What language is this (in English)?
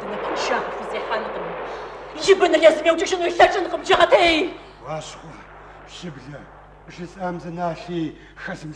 Kabardian